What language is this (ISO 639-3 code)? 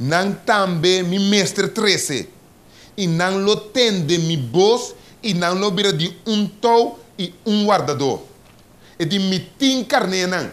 pap